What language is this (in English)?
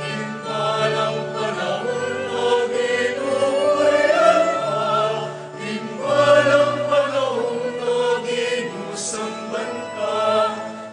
Pampanga